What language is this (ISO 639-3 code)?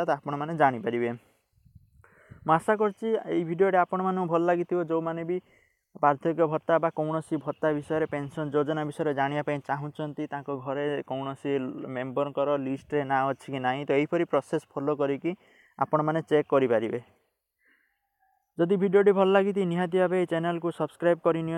ori